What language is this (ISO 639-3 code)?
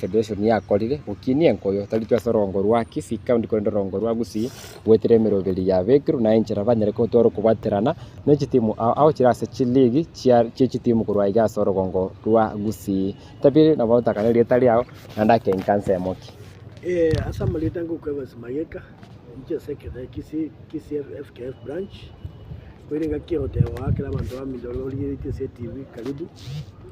guz